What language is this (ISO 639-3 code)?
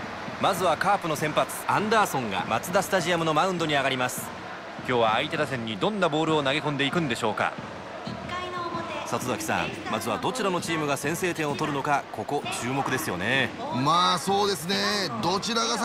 jpn